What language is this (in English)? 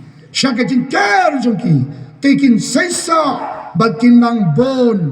Khasi